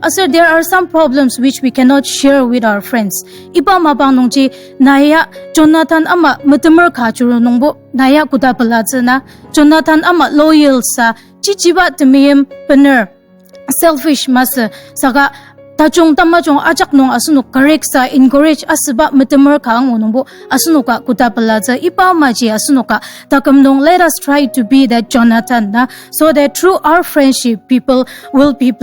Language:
Ao Naga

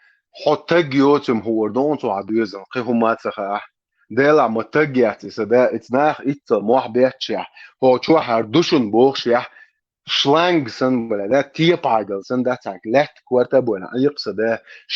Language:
Chechen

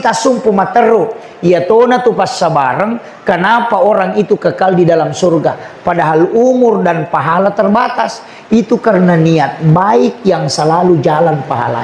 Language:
Buginese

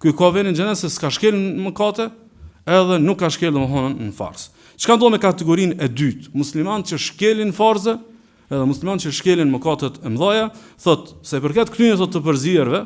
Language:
Albanian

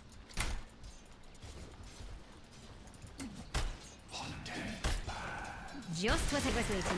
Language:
Persian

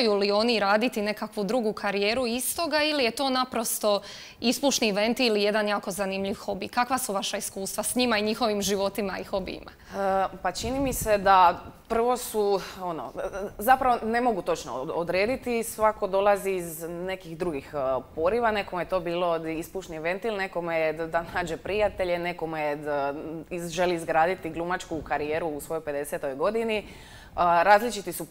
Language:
Croatian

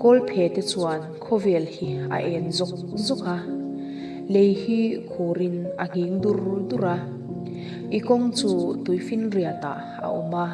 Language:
Mizo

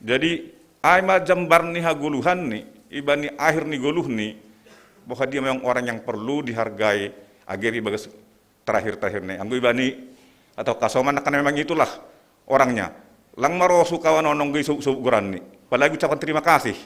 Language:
Batak Simalungun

